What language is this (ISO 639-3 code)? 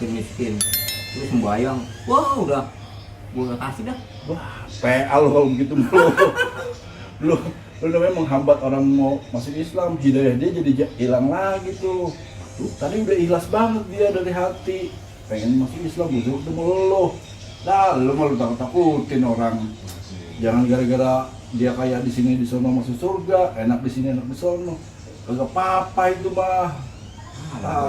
bew